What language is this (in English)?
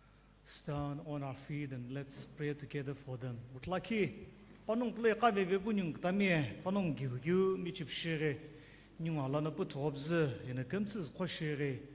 Sumi Naga